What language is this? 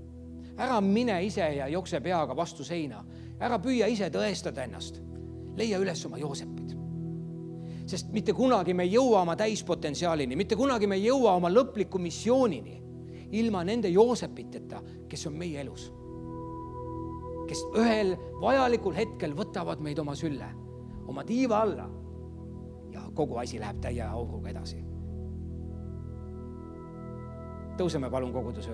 Estonian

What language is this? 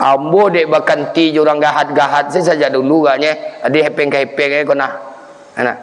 Minangkabau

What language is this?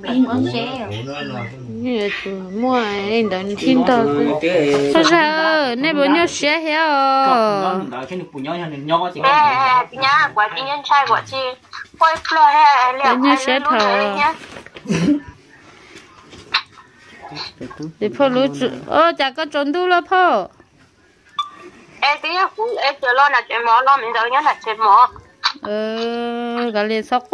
Vietnamese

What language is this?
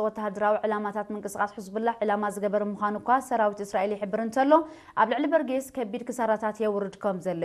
Tigrinya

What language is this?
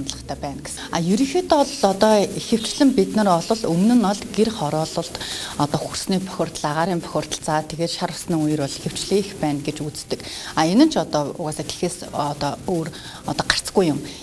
Mongolian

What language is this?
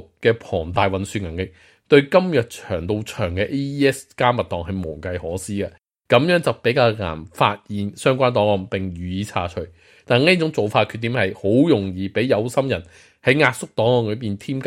Cantonese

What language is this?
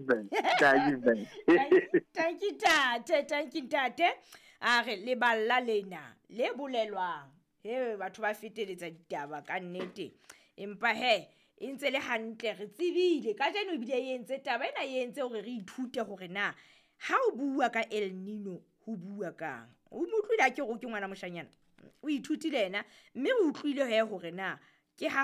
Southern Sotho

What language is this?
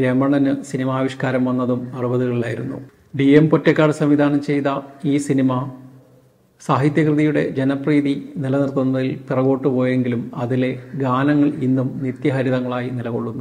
Malayalam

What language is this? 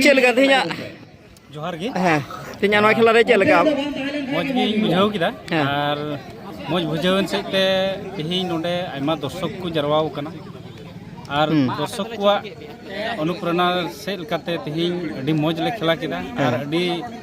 Santali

